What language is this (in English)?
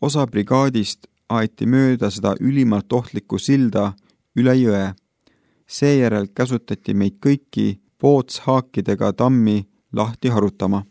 Estonian